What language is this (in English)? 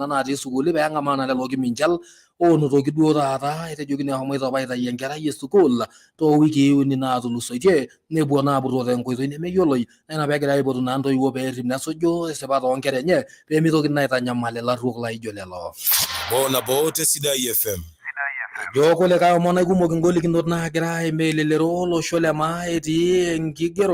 Masai